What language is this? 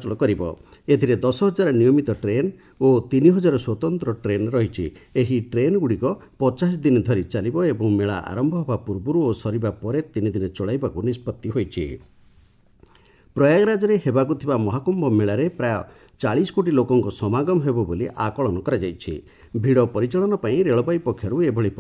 Odia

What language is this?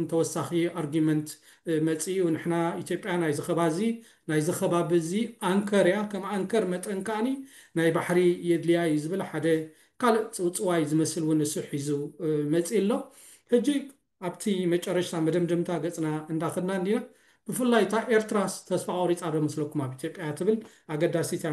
Tigrinya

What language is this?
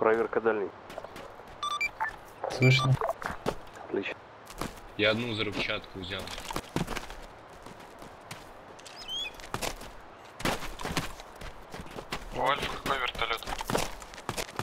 Russian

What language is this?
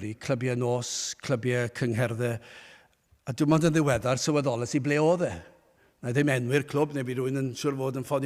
Welsh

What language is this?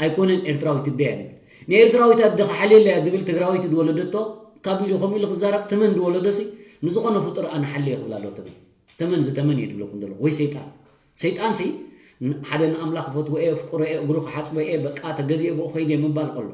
Tigrinya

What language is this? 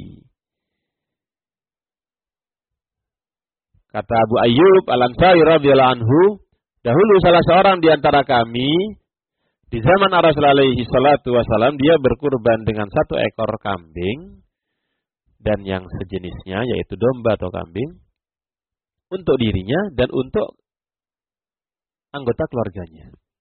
Indonesian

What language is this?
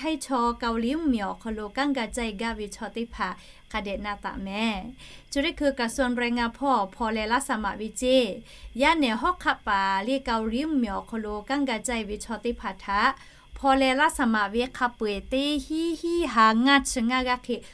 Lahu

